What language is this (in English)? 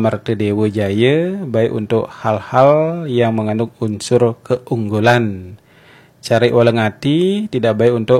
Balinese